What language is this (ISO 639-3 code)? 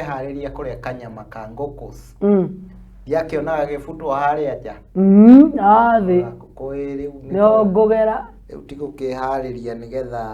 kik